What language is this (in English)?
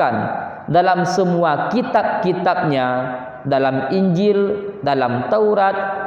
Achinese